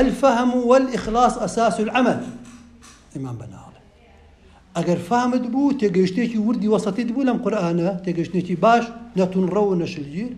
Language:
Central Kurdish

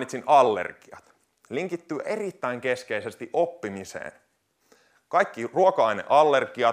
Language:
Finnish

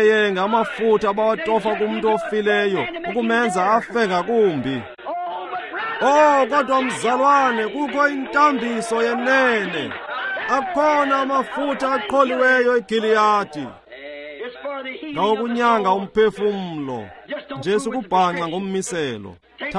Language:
Xhosa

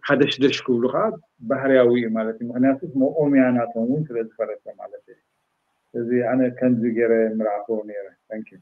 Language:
Tigrinya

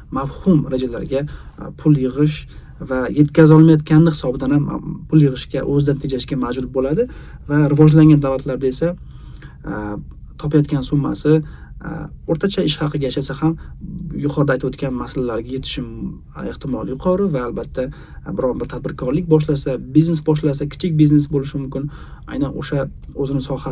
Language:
Uzbek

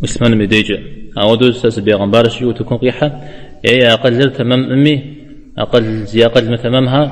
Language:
Kabardian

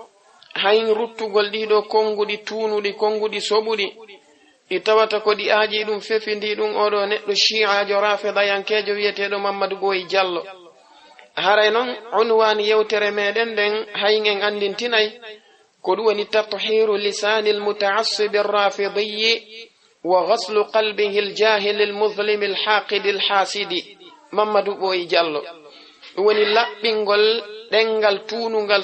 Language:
Fula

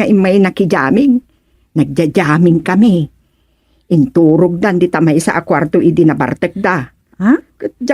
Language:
Iloko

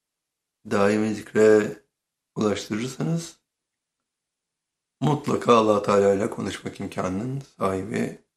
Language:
Turkish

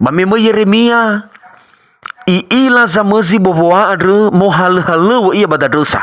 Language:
Nias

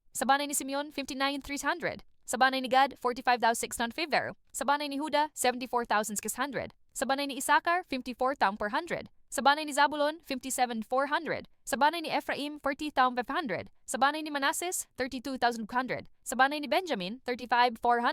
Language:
Cebuano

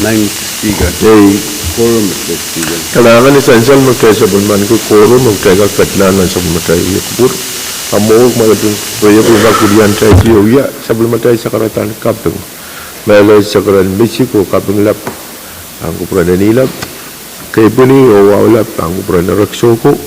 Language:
Pohnpeian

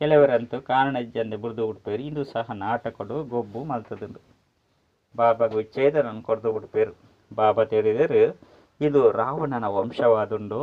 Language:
Tulu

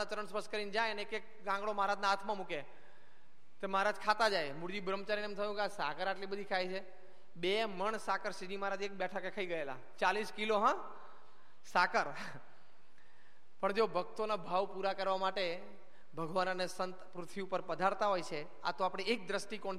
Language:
Gujarati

